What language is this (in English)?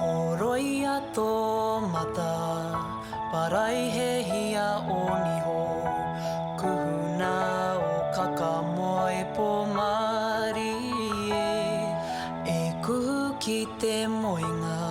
Māori